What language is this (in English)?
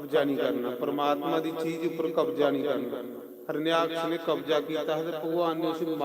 Dogri